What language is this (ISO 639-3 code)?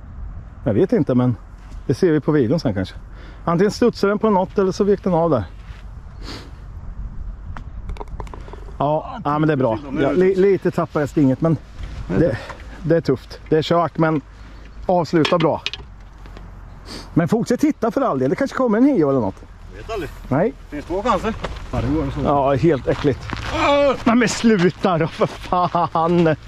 swe